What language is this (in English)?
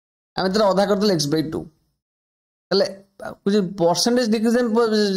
Odia